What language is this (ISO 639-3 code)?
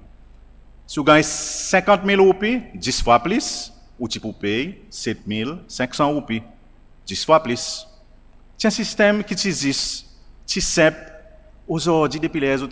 crs